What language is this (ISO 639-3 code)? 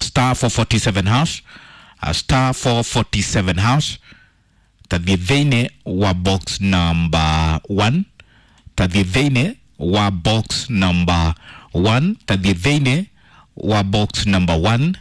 kik